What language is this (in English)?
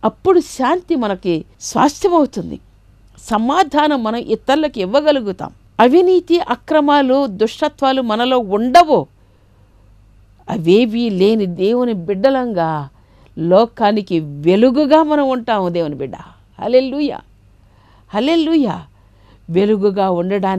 Telugu